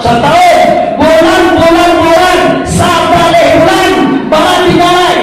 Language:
Minangkabau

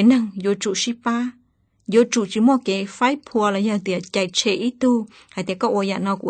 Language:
Hmong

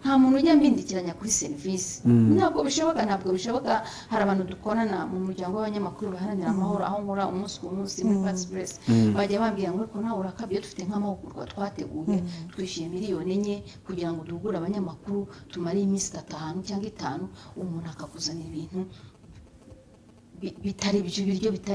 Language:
Kinyarwanda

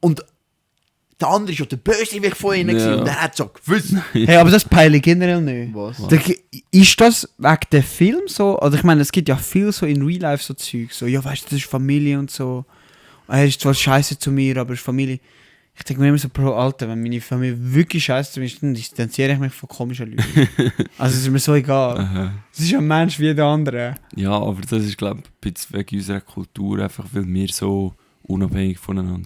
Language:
Swiss German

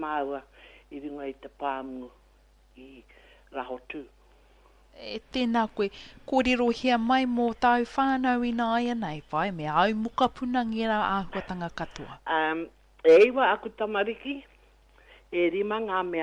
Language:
Māori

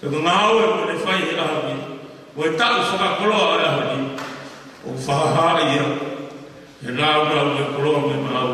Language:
Tongan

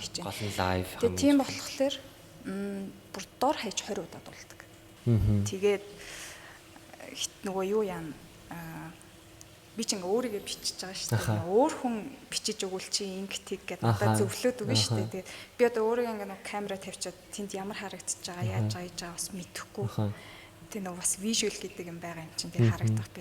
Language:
Mongolian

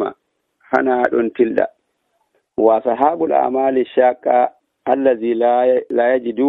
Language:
Nigerian Fulfulde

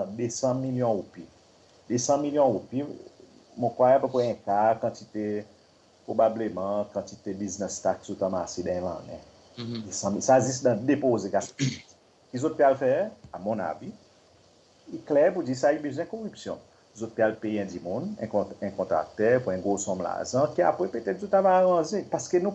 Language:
Seselwa Creole French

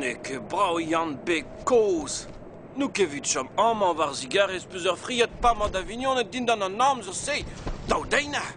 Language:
Breton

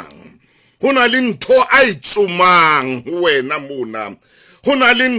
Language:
Southern Sotho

